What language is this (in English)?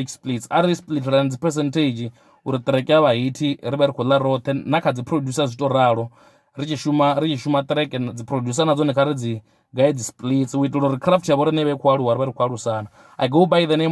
Venda